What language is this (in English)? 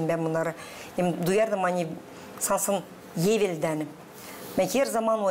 Gagauz